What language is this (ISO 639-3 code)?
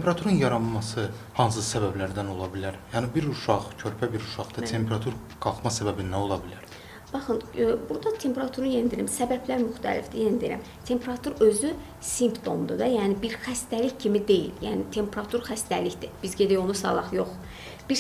aze